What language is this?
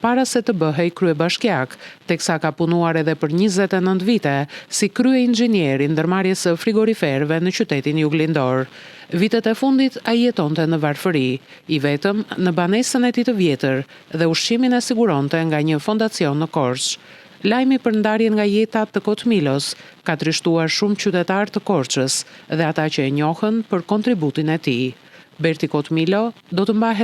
Albanian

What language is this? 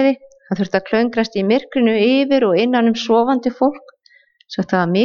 Icelandic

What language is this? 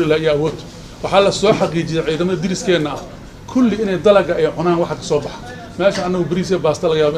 Somali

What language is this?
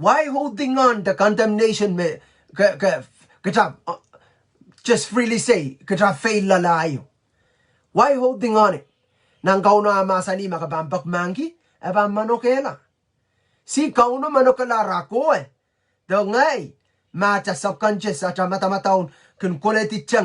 Pohnpeian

